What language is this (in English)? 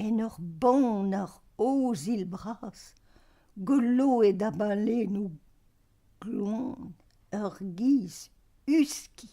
Breton